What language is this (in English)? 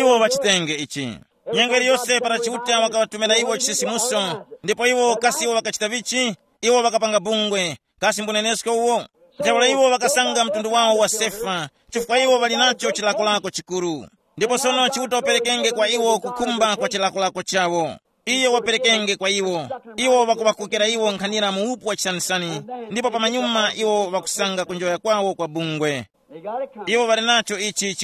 Tumbuka